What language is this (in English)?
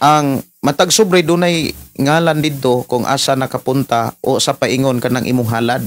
Cebuano